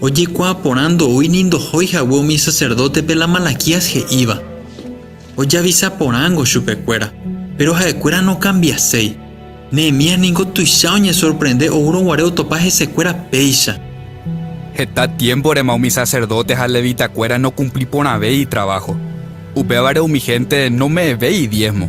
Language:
Guarani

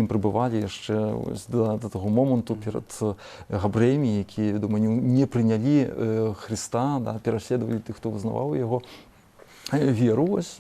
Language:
Belarusian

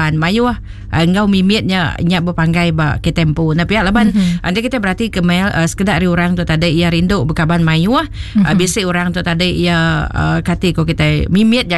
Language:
Iban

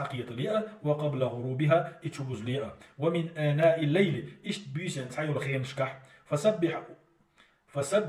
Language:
Chechen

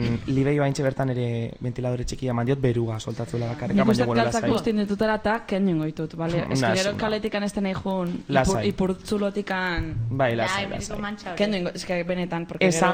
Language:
Basque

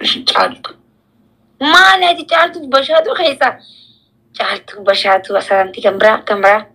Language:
Oromo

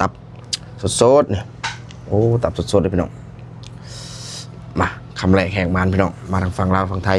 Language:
Lao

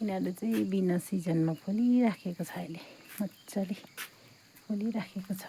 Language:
Nepali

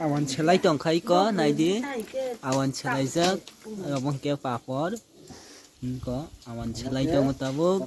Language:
Kok Borok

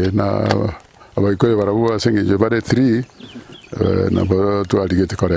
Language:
Gusii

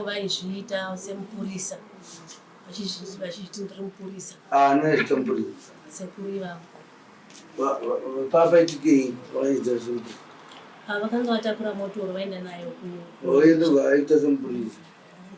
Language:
Shona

